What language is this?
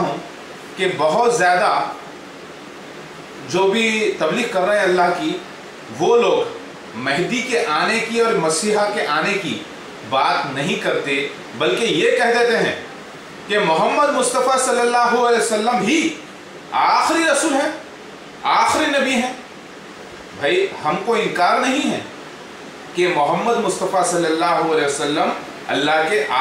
Urdu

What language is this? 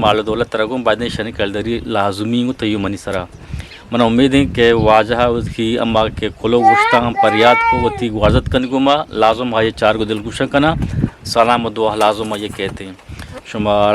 Eastern Balochi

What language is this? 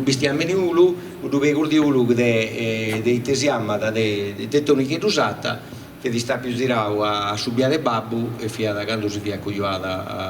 Sardinian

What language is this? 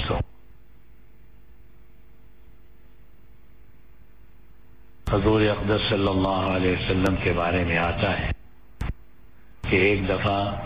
Urdu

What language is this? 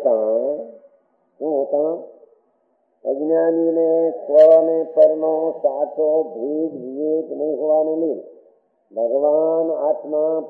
Gujarati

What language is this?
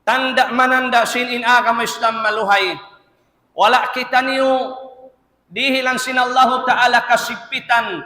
Tausug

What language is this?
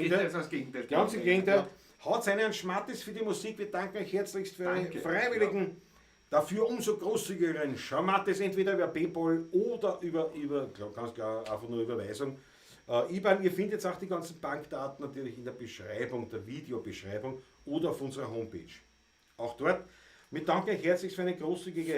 Bavarian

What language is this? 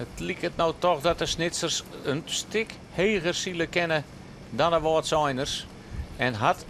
Western Frisian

